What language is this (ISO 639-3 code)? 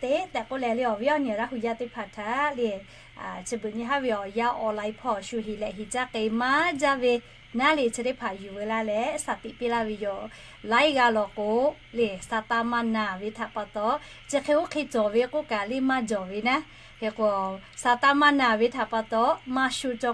lhu